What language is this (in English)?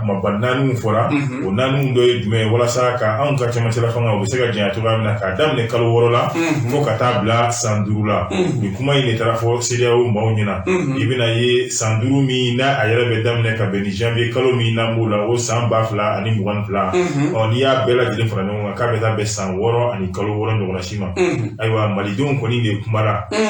Bambara